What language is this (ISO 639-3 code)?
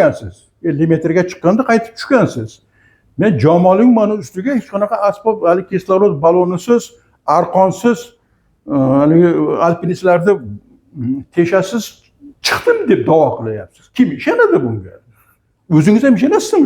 uzb